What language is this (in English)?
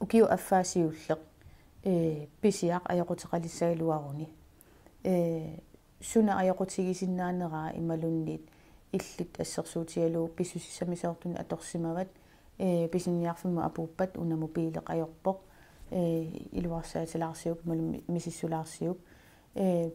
Kalaallisut